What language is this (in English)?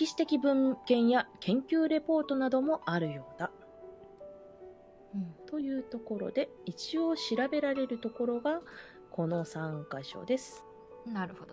Japanese